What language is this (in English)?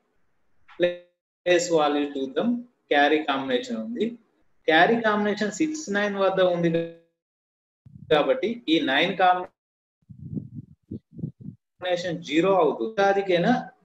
Telugu